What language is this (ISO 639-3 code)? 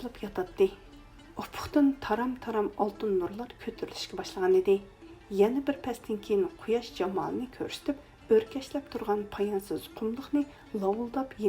uig